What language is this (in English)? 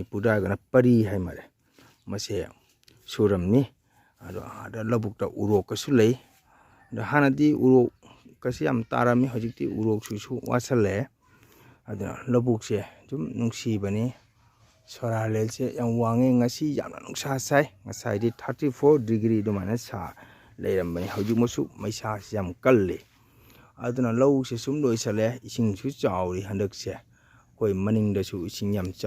Manipuri